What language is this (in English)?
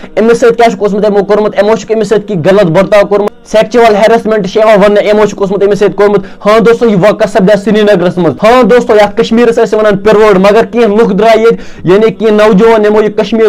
Kashmiri